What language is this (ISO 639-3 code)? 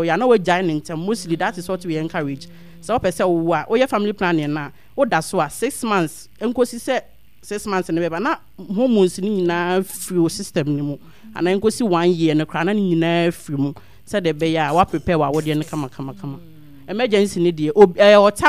aka